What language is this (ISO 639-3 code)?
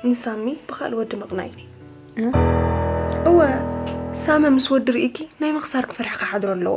tir